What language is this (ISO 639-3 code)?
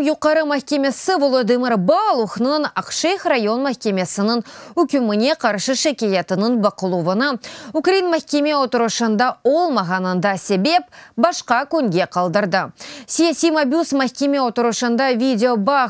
crh